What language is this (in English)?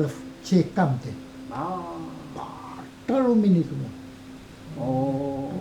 Mapuche